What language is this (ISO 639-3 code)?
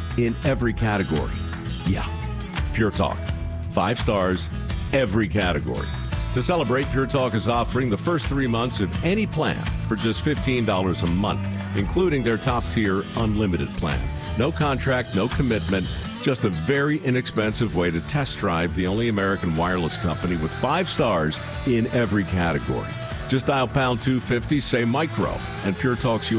eng